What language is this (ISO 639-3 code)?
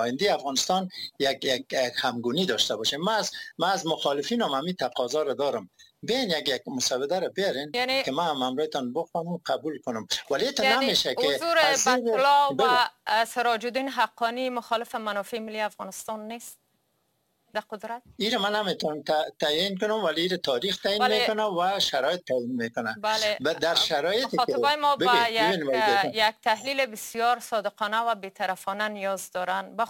fas